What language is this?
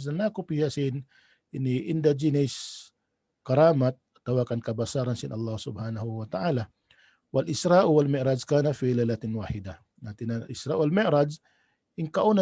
Tausug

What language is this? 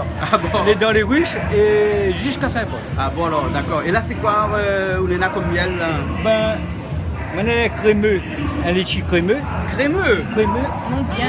Réunion Creole French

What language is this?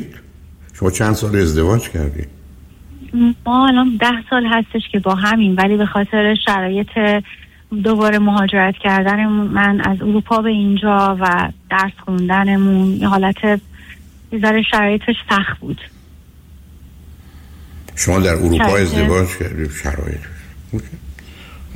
Persian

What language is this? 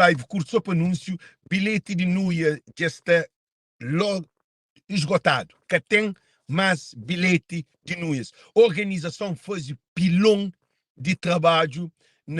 Kabuverdianu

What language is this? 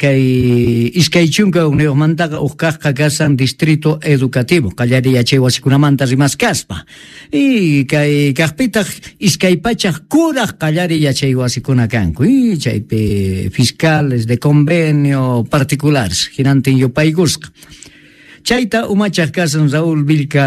South Bolivian Quechua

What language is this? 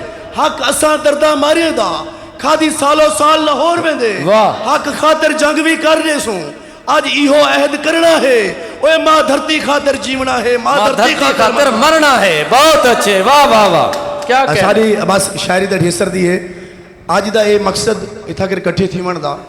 Saraiki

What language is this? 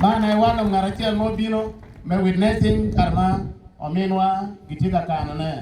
Acoli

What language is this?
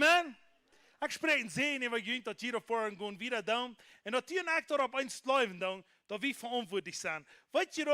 Plautdietsch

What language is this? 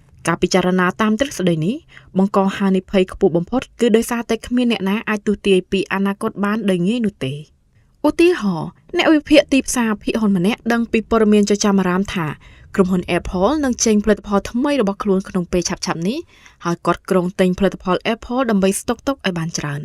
Khmer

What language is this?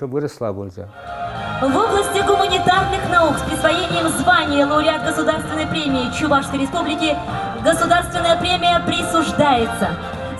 Chuvash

